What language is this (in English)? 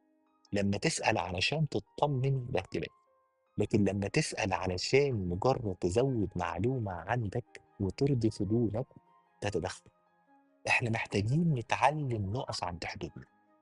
Egyptian Arabic